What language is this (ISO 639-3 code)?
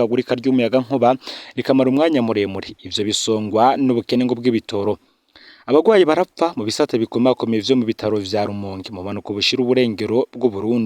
run